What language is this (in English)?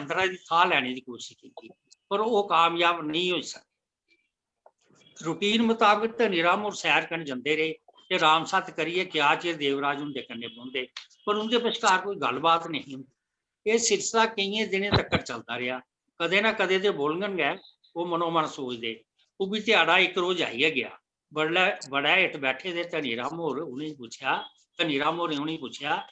Dogri